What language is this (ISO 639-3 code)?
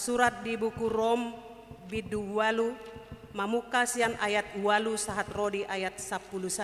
bbc